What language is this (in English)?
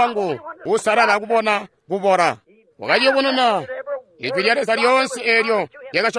Tonga (Zambia)